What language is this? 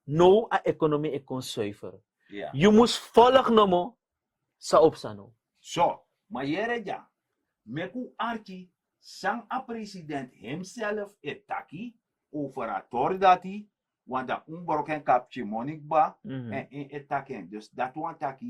Sranan Tongo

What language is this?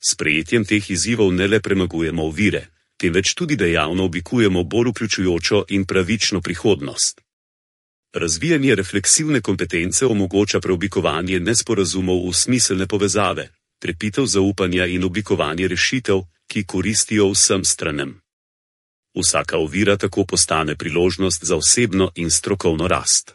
Slovenian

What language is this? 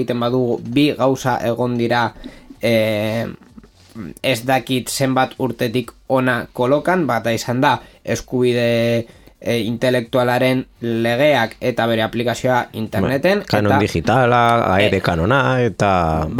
Basque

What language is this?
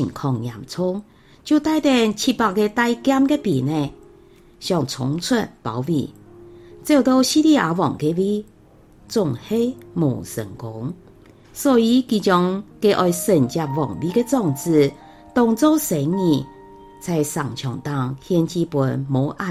Hakka Chinese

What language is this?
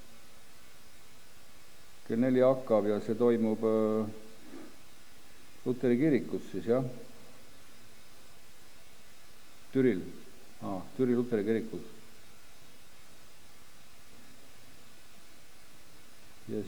Estonian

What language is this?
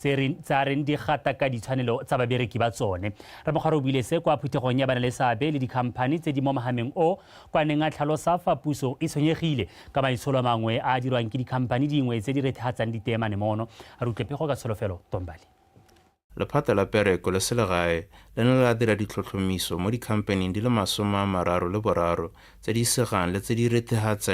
Tswana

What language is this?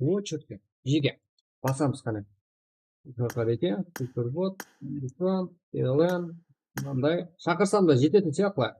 Kara-Kalpak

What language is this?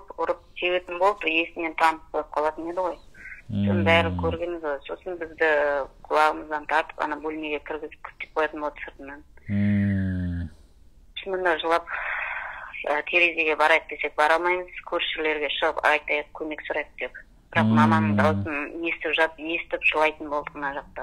Kazakh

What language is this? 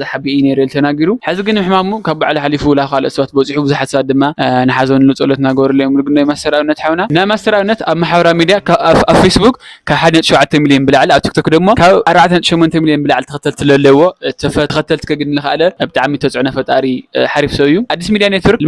Tigrinya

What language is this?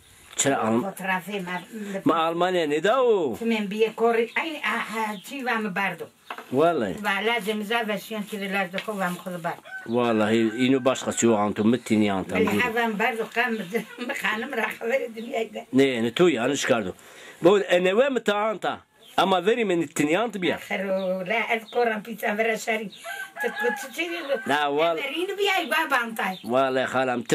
Zaza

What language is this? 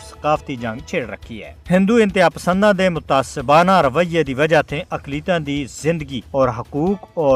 Gujari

